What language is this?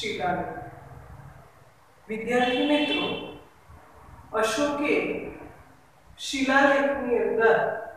Gujarati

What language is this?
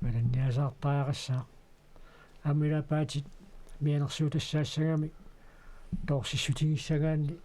Kalaallisut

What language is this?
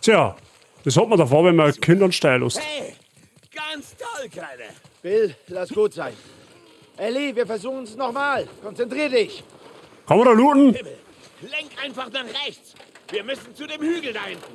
Bavarian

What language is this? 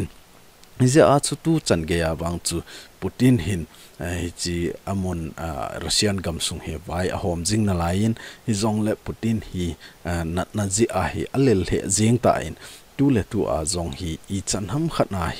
Thado Chin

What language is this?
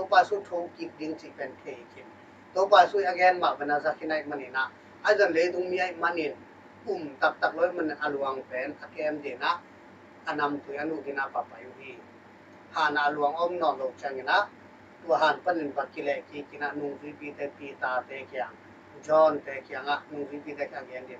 Tedim Chin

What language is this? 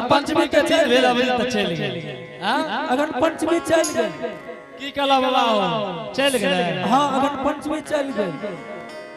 Angika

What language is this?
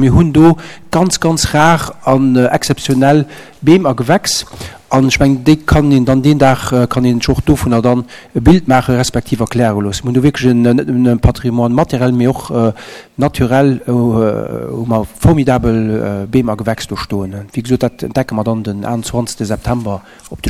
Luxembourgish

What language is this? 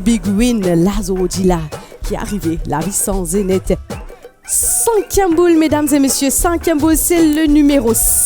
Morisyen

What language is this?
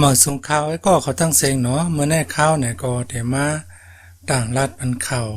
Shan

